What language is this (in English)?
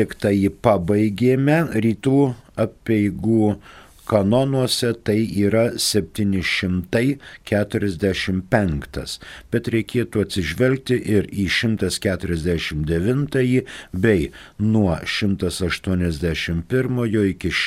Lithuanian